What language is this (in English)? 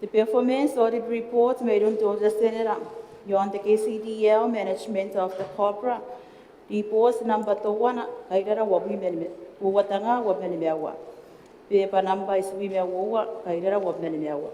Gilbertese